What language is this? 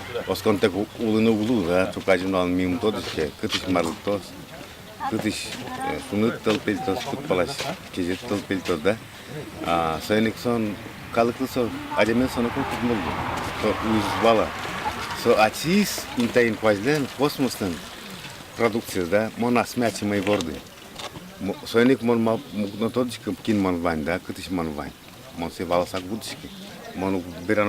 Udmurt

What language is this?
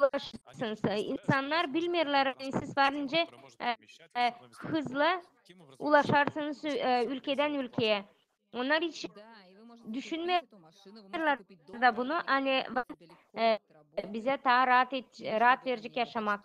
Gagauz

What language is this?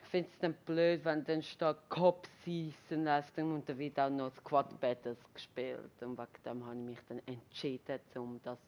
Swiss German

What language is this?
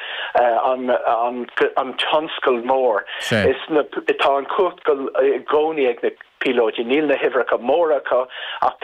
Irish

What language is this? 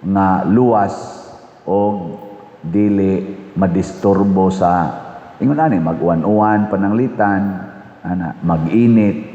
Cebuano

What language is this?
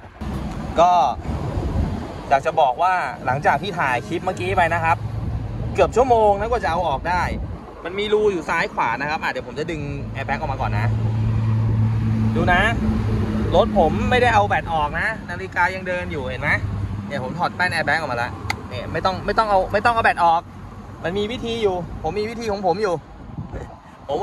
Thai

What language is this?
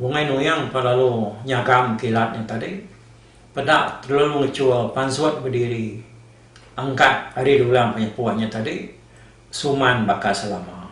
Iban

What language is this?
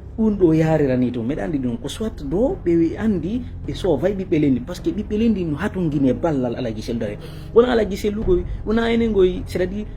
Fula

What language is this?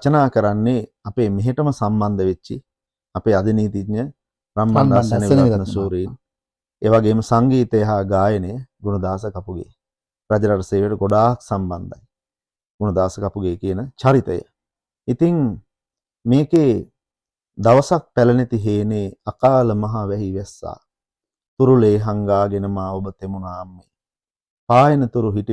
Sinhala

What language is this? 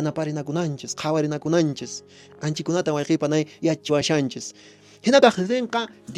Quechua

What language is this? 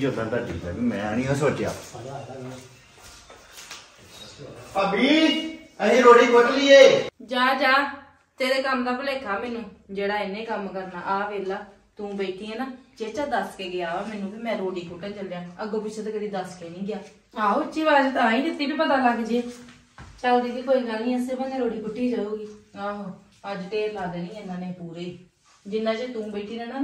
Punjabi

